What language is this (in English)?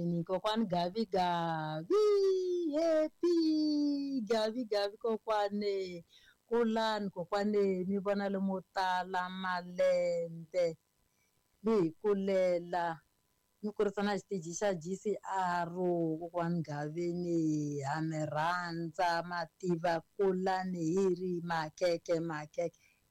Tsonga